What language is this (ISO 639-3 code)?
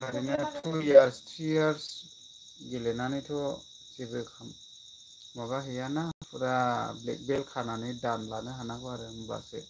brx